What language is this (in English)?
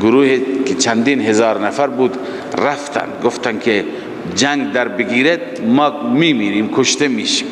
Persian